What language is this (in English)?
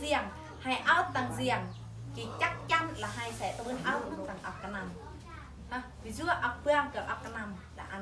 Eastern Bru